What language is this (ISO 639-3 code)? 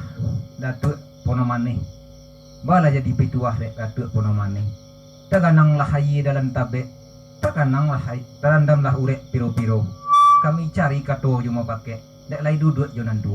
min